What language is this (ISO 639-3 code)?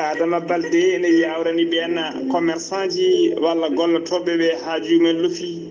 ful